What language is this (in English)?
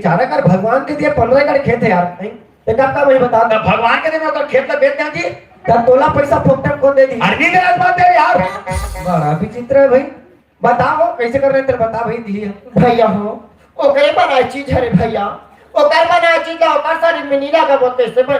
Chhattisgarhi